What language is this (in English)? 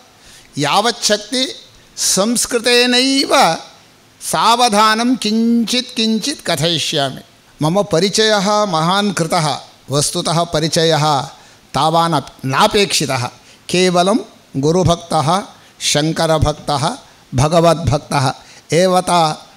Sanskrit